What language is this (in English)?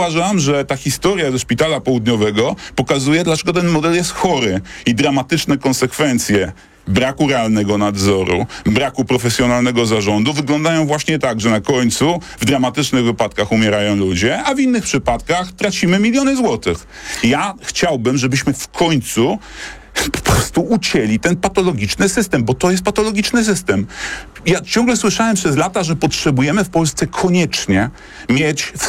Polish